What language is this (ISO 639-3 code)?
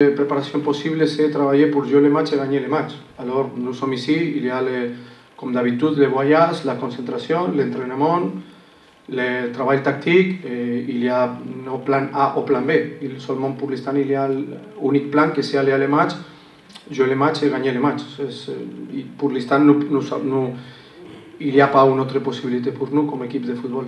fra